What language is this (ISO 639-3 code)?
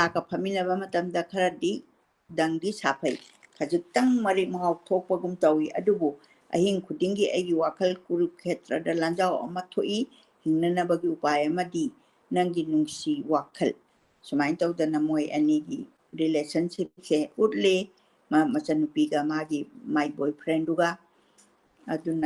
mni